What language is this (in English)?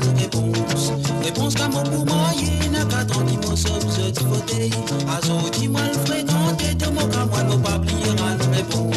Morisyen